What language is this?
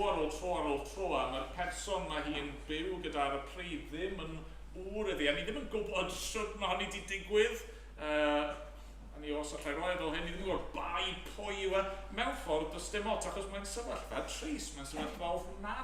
Welsh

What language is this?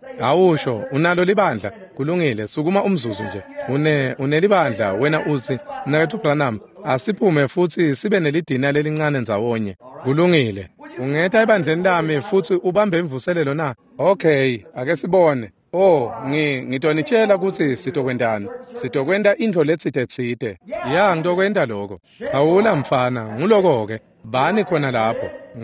Swati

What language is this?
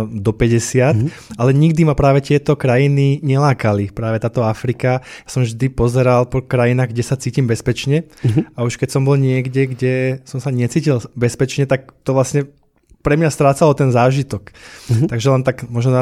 Slovak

